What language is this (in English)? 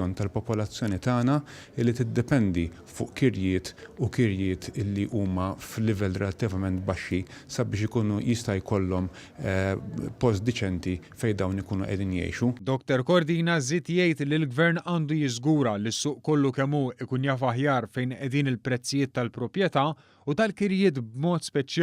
Maltese